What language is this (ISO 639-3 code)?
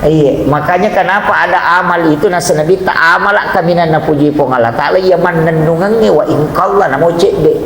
bug